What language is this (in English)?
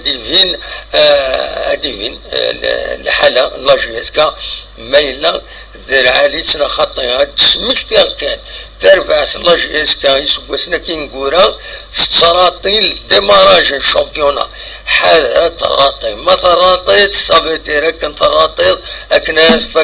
Kabyle